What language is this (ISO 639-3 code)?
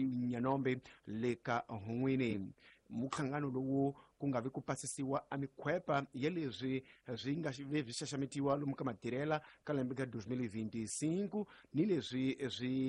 tso